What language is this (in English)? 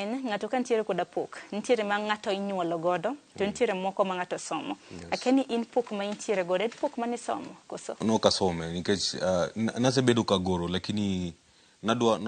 Luo (Kenya and Tanzania)